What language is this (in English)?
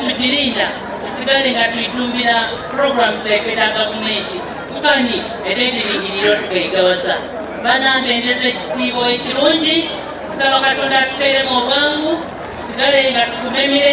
Soga